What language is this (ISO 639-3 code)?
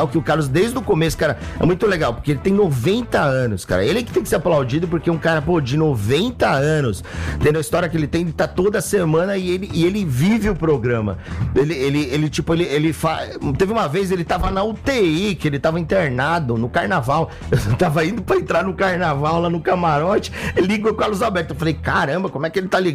por